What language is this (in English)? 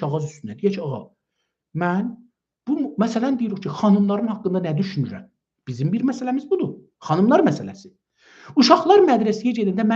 South Azerbaijani